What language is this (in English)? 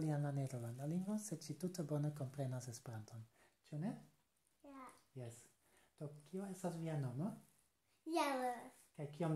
Esperanto